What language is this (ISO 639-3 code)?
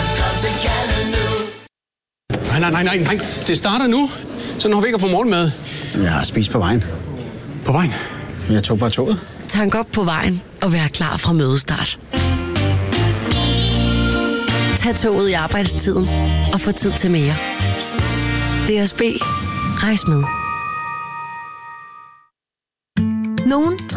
dan